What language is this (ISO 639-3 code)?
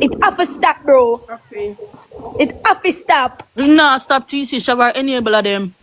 jam